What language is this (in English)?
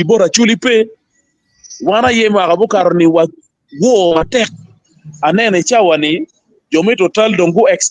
Acoli